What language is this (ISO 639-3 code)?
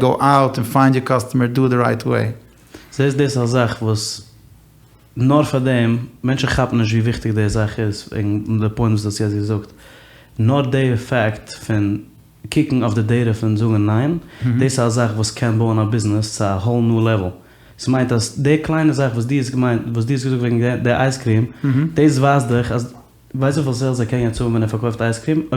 yid